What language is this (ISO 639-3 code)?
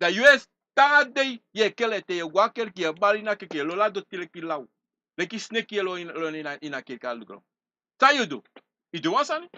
srn